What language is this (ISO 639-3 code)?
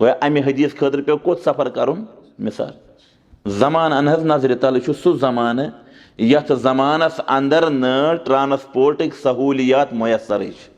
kas